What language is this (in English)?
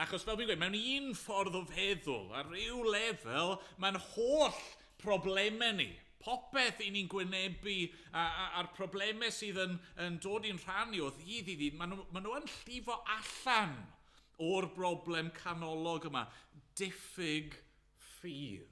Welsh